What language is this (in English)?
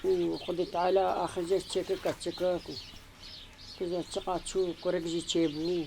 Kurdish